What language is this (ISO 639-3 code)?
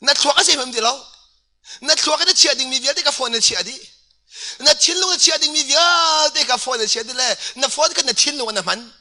cnh